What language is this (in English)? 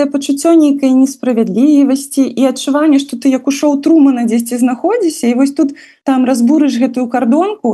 Belarusian